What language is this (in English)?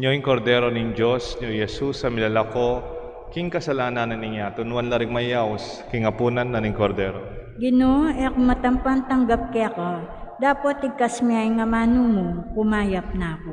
Pampanga